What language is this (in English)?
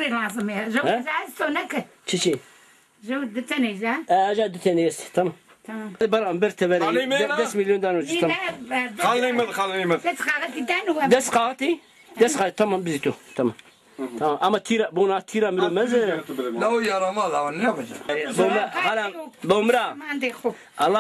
Zaza